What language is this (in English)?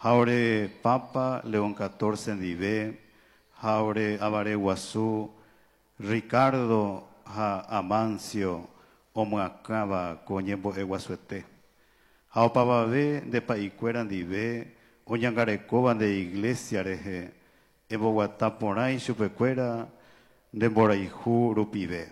Guarani